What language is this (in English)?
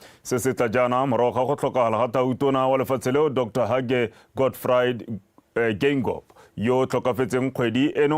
Tswana